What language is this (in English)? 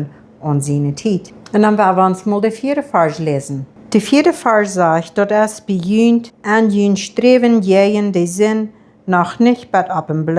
Plautdietsch